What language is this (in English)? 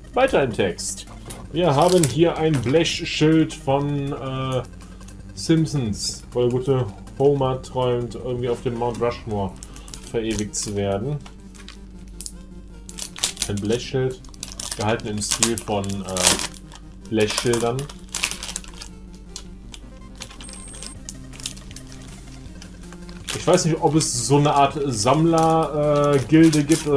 German